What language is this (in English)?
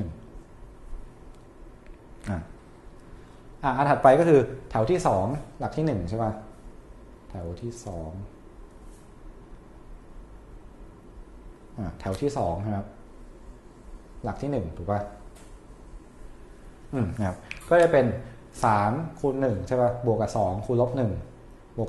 Thai